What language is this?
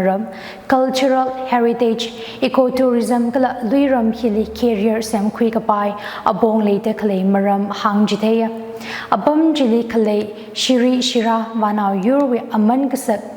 Tangkhul Naga (India)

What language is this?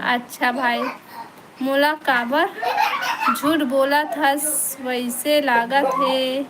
Chhattisgarhi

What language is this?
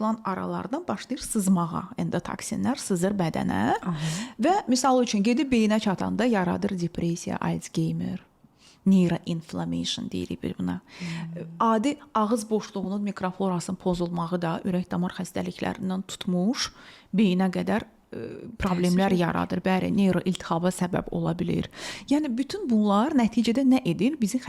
Azerbaijani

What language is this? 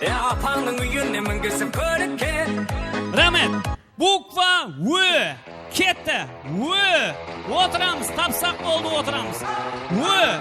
Kara-Kalpak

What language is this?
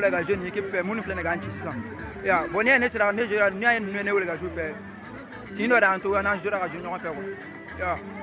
Bambara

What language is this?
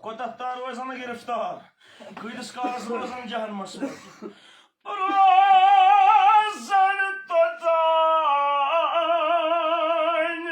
Kashmiri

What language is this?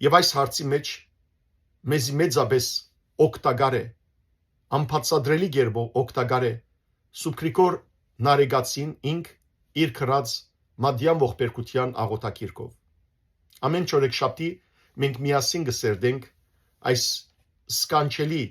Western Armenian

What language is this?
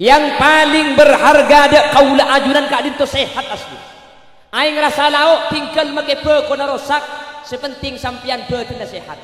Madurese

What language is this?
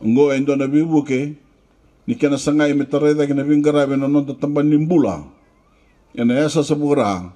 Fijian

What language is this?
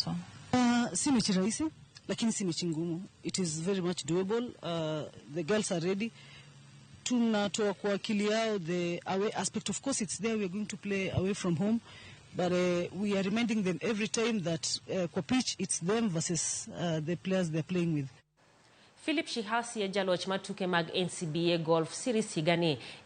Luo (Kenya and Tanzania)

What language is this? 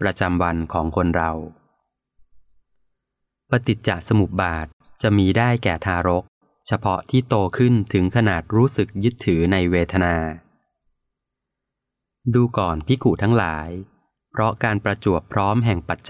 Thai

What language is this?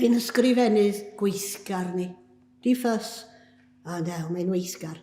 Welsh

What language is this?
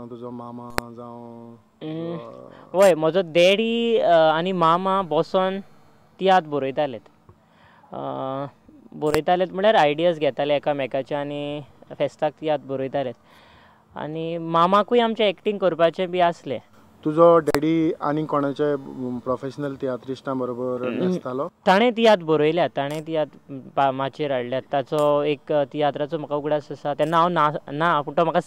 Konkani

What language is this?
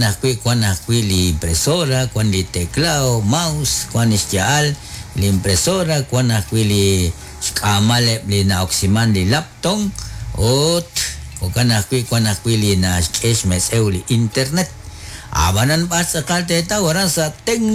Kekchí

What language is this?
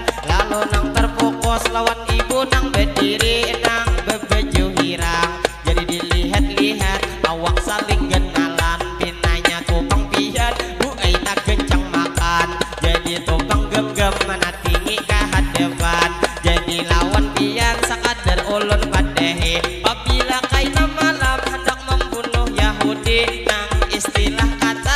Banjar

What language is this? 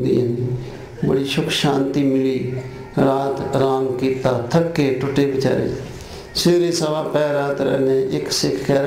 Punjabi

